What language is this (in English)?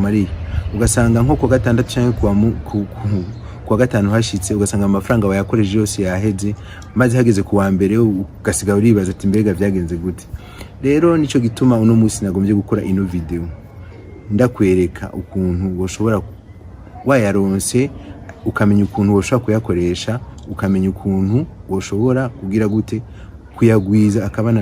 Rundi